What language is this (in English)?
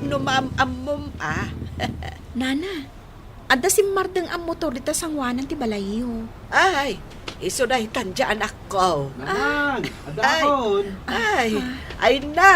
Iloko